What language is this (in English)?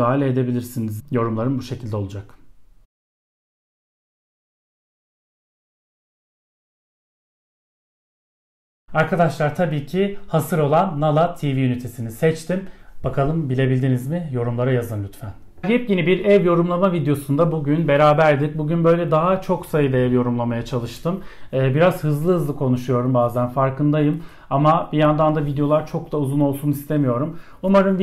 Turkish